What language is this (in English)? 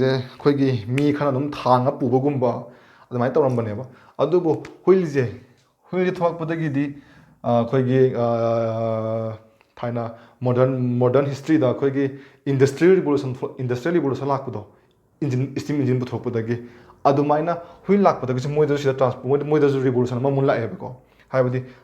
Manipuri